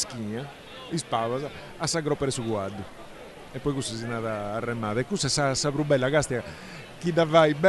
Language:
Sardinian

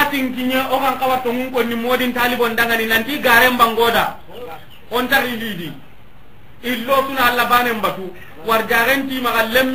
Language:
Soninke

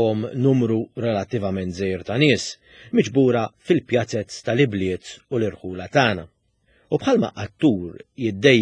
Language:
Maltese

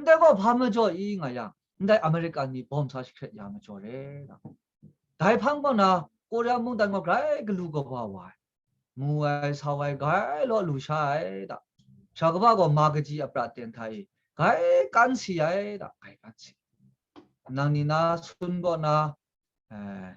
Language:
Kachin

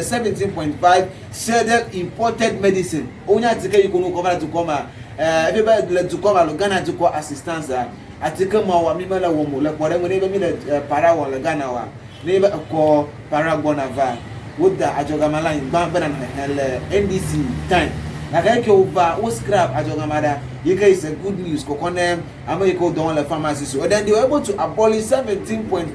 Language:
Ewe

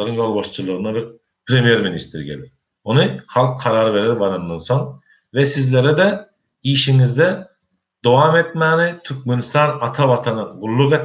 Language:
Turkmen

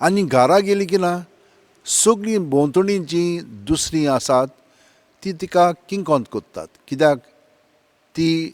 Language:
Konkani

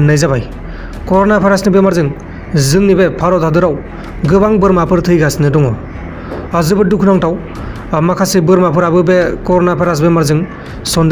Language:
Bodo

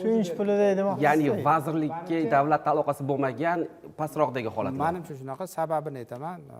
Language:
Uzbek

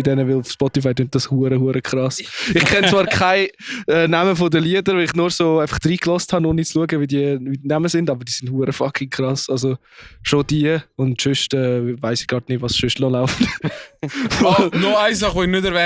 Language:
Swiss German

